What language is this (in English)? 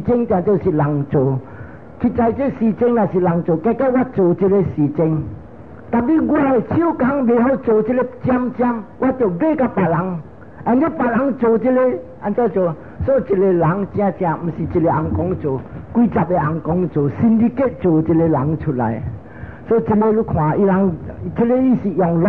Min Nan Chinese